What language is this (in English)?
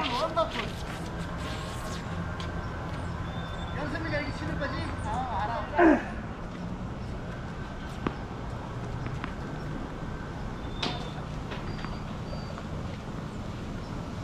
Korean